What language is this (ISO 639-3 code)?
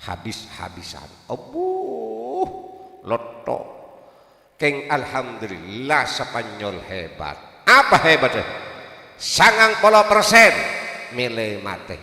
mad